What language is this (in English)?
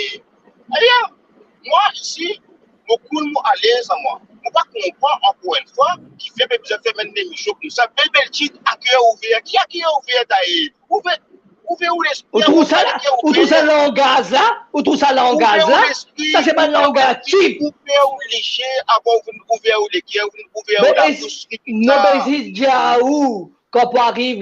Morisyen